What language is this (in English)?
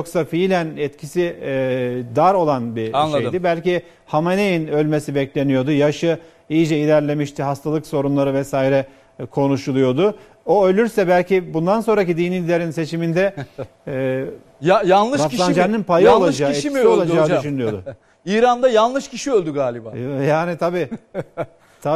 Turkish